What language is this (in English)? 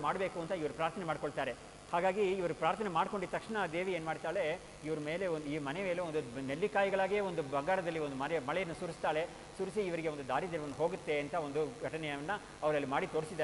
Kannada